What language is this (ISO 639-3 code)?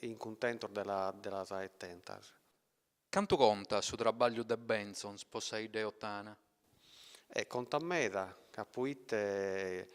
srd